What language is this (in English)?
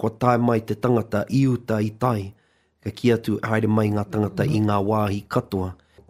Māori